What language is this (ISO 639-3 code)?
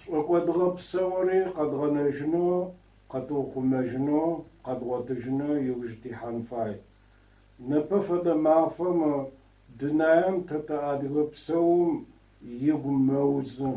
ady